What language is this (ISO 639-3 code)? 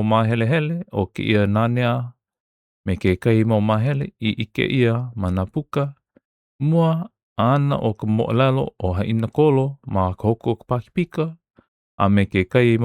haw